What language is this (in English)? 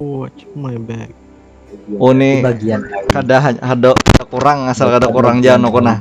Banjar